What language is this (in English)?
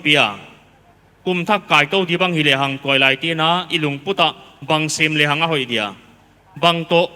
Paite Chin